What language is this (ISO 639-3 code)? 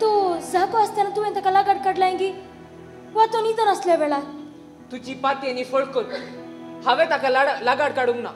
kok